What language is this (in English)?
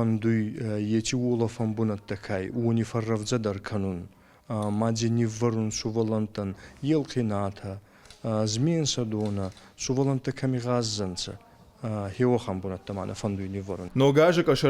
Ossetic